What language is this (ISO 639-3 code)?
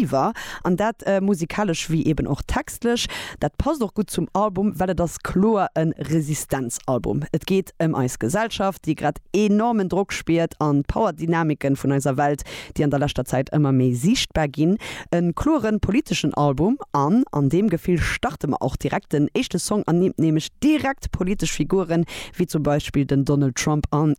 ltz